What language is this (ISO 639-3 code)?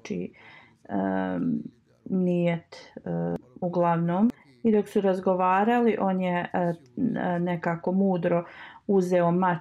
bos